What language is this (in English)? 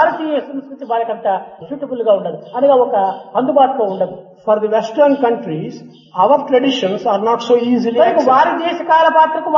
Telugu